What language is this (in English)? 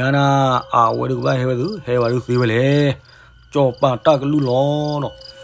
S'gaw Karen